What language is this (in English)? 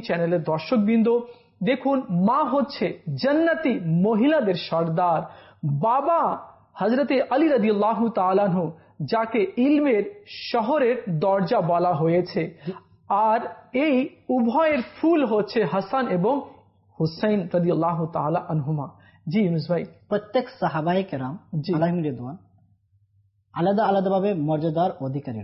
Bangla